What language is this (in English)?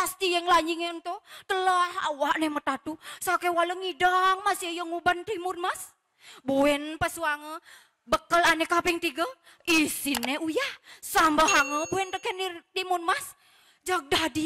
Balinese